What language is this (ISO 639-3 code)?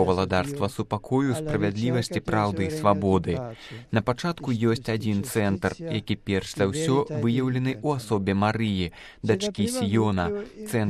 bel